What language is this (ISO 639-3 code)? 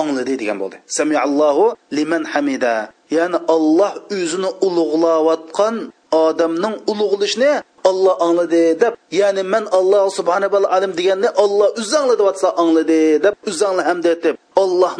uig